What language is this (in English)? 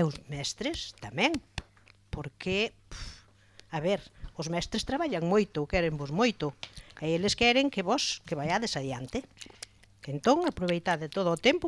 Galician